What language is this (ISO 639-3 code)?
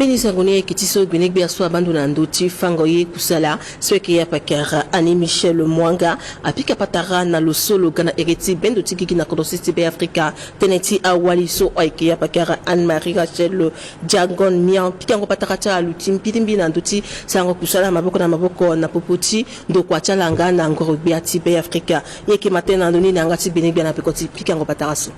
sag